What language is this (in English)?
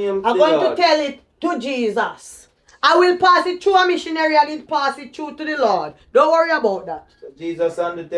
Jamaican Creole English